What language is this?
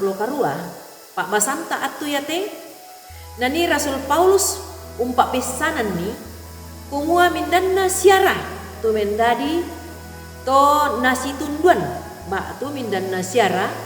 Toraja-Sa'dan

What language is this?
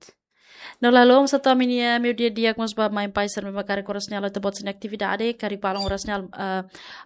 Tetum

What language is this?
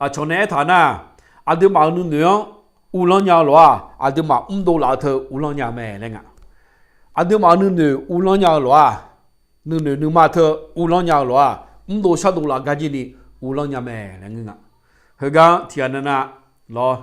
Akha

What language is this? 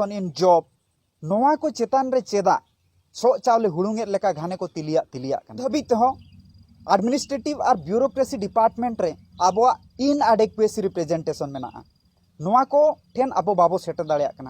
Santali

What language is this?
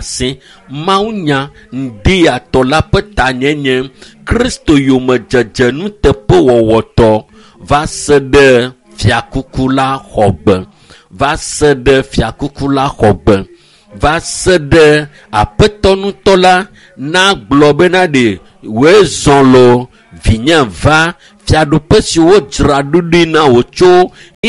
Ewe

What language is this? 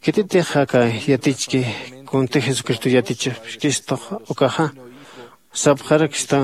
Aymara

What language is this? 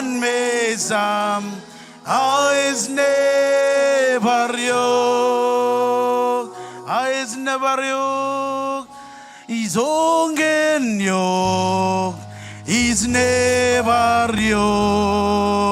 Marshallese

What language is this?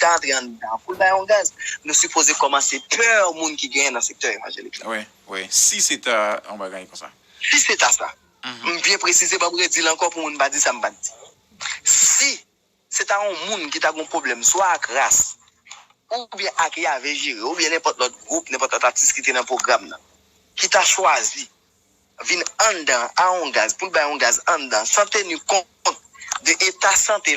Haitian Creole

